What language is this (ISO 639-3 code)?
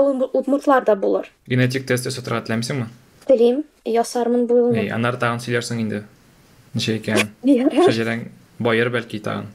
tat